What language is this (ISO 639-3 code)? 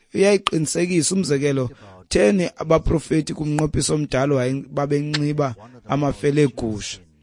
xho